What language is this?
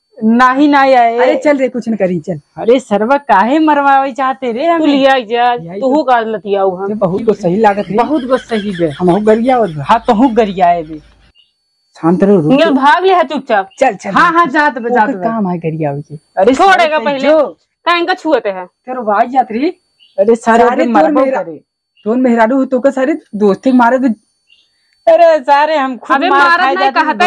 Awadhi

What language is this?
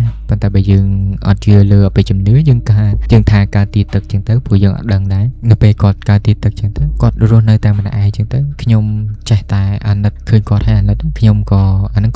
Khmer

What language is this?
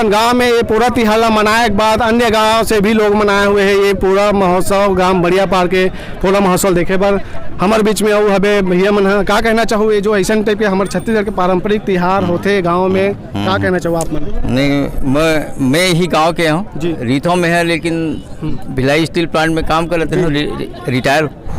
Chhattisgarhi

